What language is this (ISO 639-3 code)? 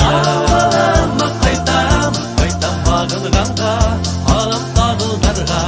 bak